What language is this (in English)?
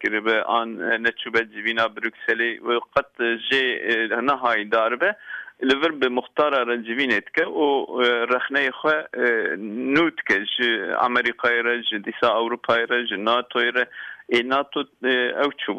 Kurdish